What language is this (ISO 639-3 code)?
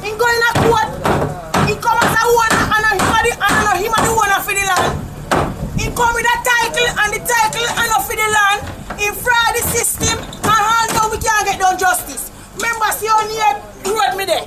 jam